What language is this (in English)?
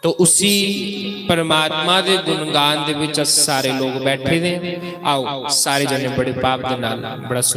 Dogri